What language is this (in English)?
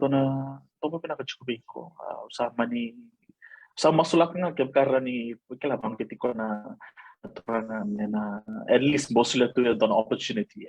Fijian